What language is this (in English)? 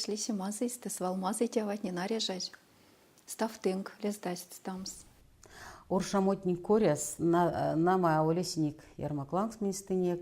Erzya